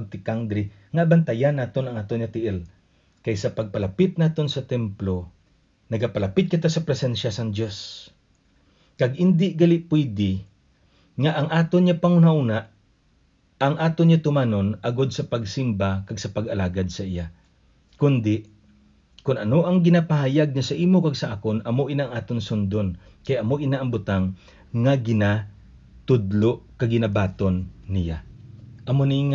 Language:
Hiligaynon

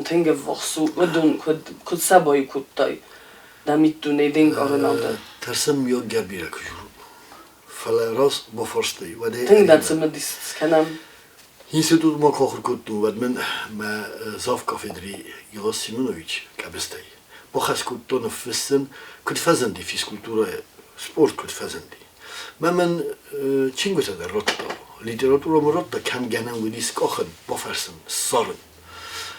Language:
Ossetic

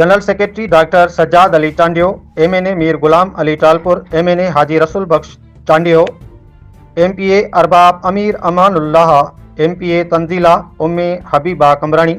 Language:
Sindhi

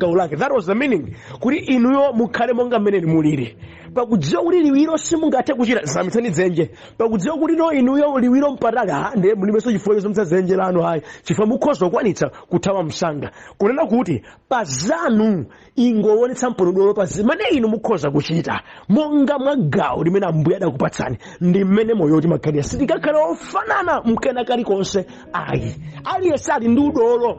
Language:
Nyanja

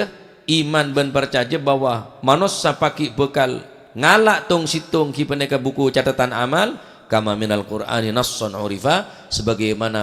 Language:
Madurese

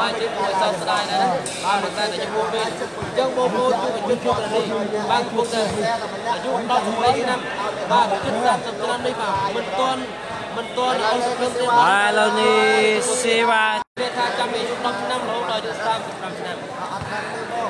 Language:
Khmer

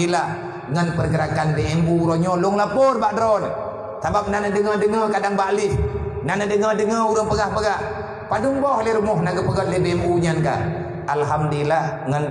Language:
Achinese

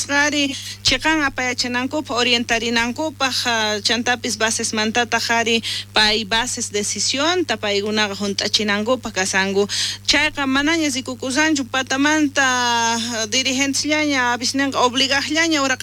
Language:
South Bolivian Quechua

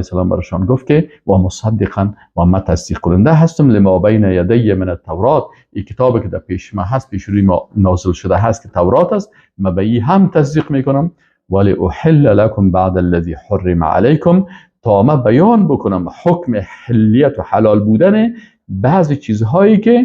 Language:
Persian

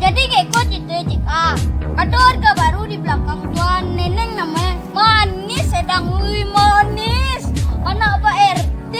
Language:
Minangkabau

